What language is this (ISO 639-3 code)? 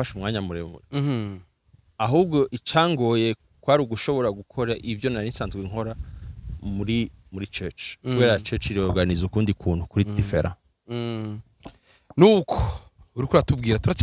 run